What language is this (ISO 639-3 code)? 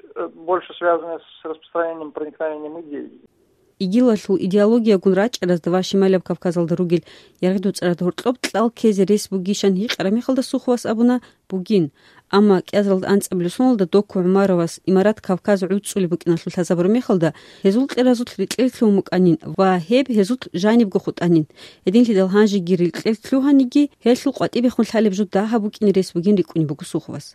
ava